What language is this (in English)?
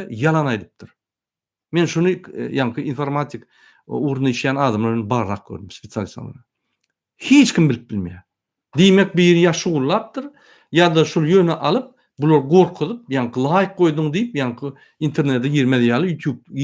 Turkmen